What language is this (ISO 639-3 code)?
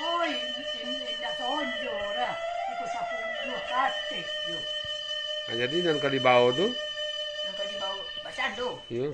min